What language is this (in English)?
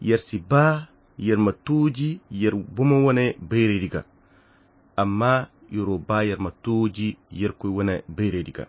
Koyra Chiini